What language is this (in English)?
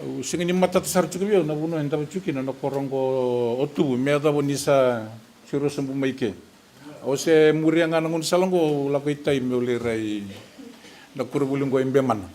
Fijian